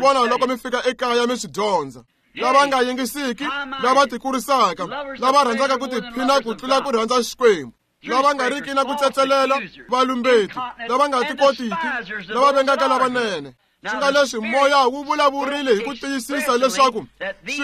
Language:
Tsonga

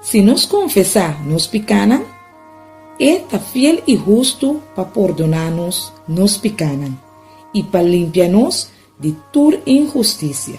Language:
Papiamento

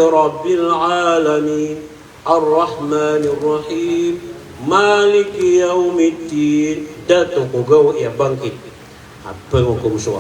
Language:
Maranao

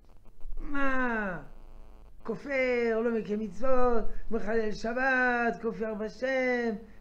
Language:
Hebrew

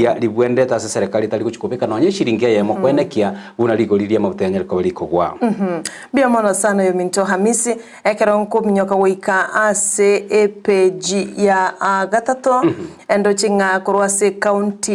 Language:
Gusii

